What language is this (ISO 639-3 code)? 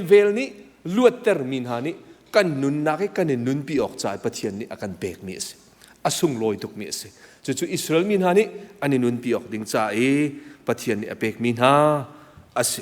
cnh